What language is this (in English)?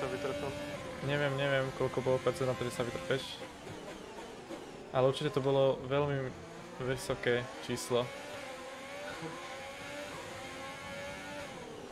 Slovak